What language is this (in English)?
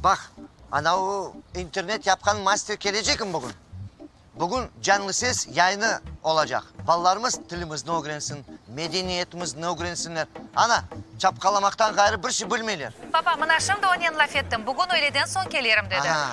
Crimean Tatar